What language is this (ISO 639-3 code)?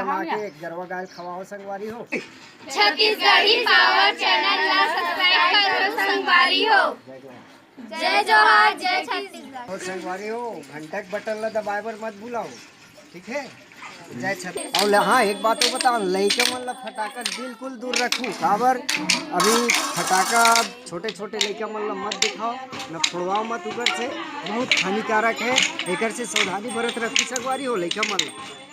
hne